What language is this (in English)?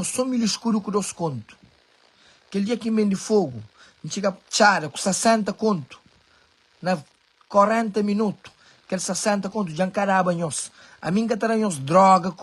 Kabuverdianu